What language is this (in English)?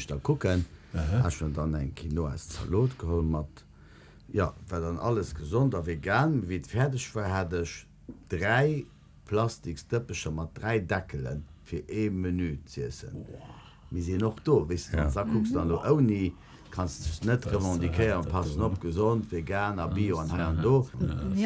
Luxembourgish